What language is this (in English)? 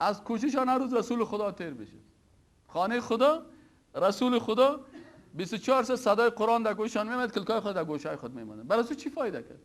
Persian